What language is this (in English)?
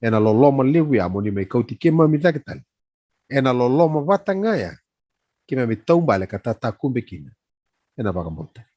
Fijian